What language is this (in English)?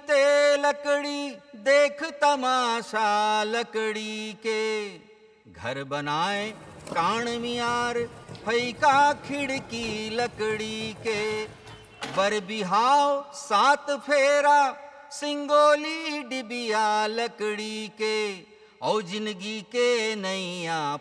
Chhattisgarhi